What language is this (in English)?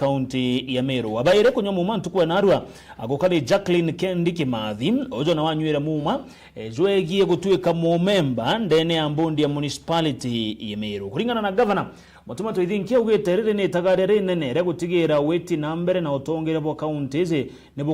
Meru